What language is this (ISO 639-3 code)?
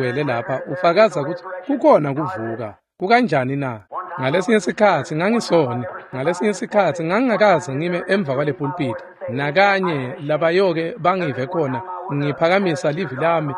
ssw